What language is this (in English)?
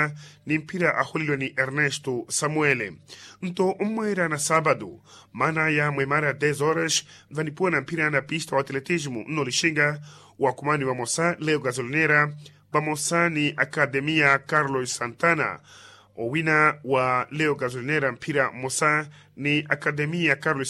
Makhuwa